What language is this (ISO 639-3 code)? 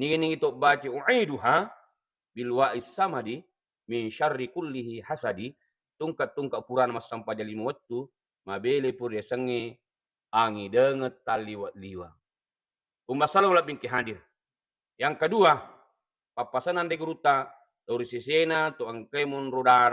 bug